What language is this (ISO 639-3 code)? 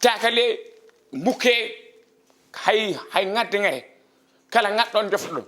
ful